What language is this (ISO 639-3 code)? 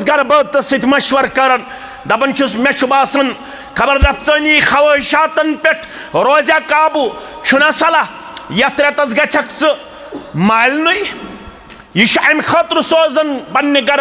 kas